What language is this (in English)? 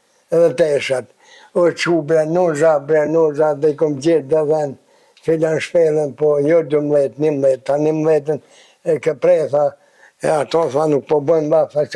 Albanian